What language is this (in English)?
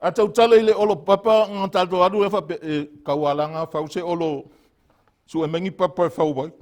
Samoan